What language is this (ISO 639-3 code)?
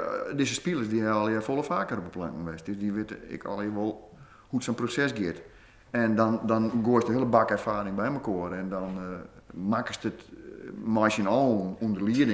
fry